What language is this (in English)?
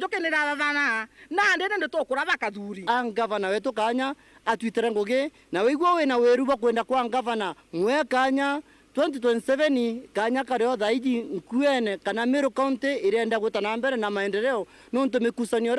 Meru